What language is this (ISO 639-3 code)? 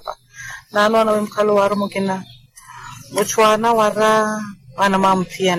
vmw